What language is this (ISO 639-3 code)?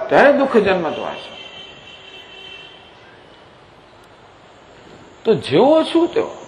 guj